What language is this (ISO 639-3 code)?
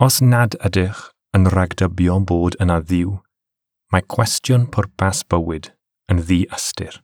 cym